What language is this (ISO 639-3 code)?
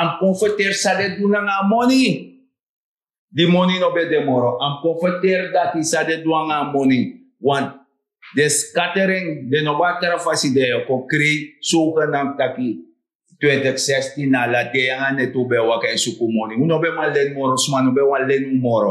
srn